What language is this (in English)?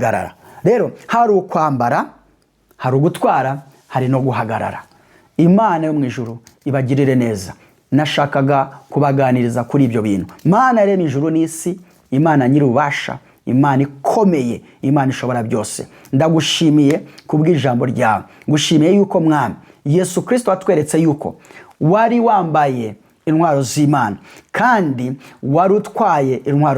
Kinyarwanda